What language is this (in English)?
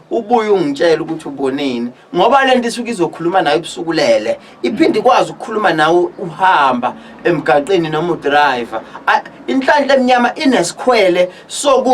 Zulu